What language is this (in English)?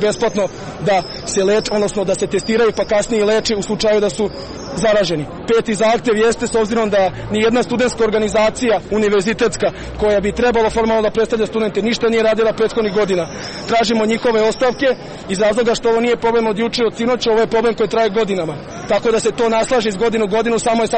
Serbian